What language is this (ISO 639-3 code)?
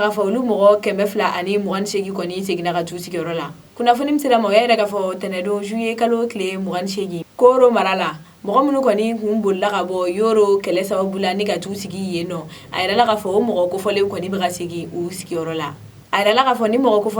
bam